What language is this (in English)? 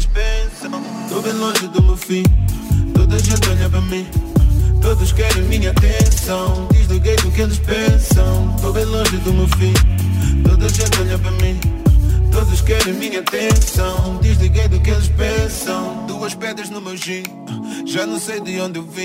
Portuguese